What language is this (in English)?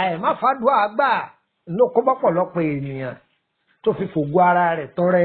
Yoruba